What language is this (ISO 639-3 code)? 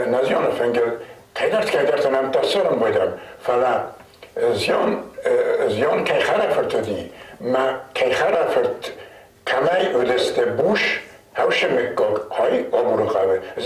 oss